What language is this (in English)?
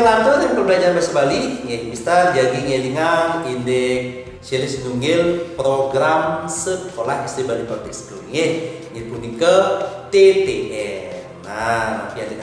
Balinese